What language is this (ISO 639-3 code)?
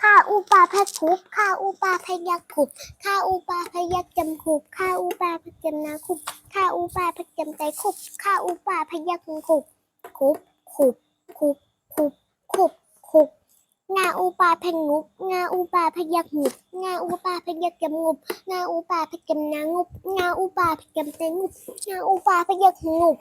shn